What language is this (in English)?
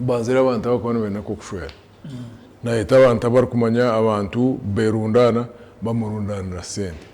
Nyankole